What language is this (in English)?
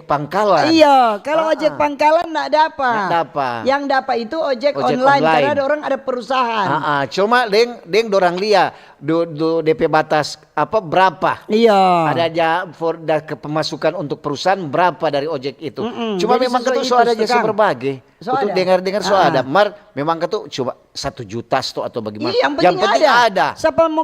Manado Malay